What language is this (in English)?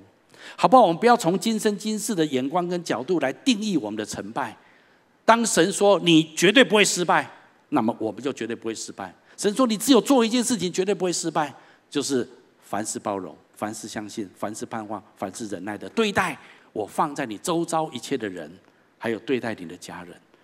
Chinese